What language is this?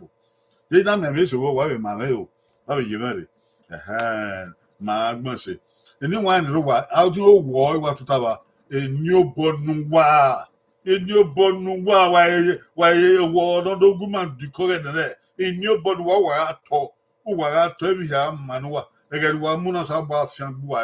Bini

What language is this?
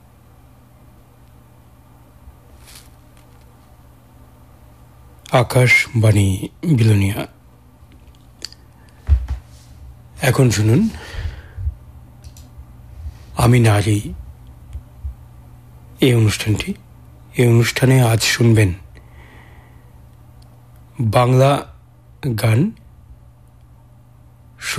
Bangla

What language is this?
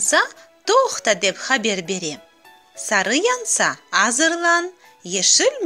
Crimean Tatar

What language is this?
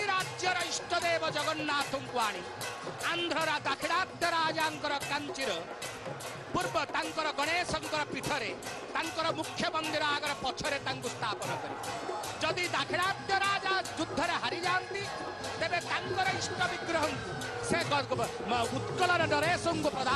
Odia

